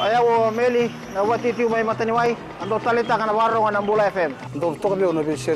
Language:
Fijian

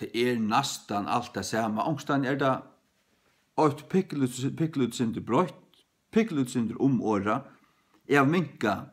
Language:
Faroese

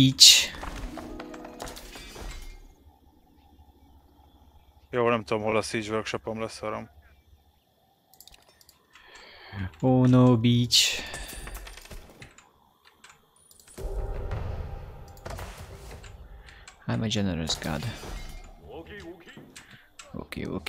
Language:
Hungarian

